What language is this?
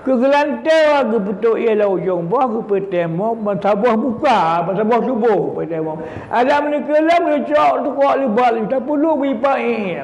Achinese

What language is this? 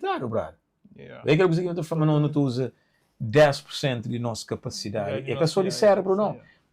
Kabuverdianu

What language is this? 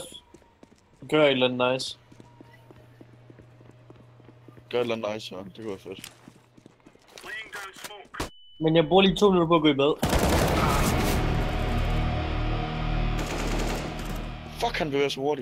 Danish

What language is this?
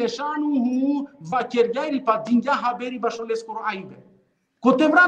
Balkan Romani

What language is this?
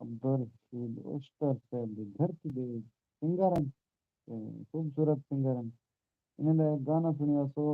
Saraiki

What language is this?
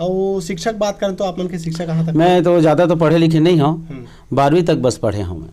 Chhattisgarhi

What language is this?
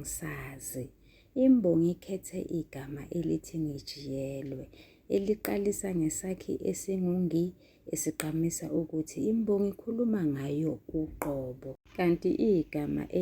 Zulu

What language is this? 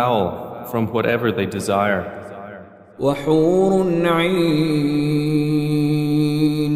Divehi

